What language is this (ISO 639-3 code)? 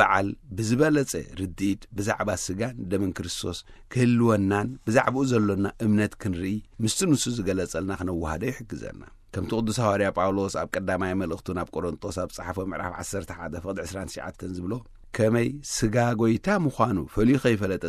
tir